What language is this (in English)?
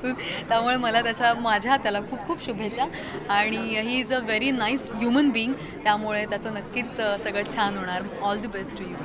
Marathi